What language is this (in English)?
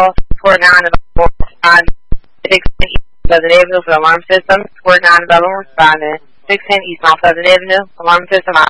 English